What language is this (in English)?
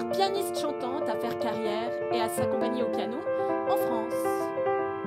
French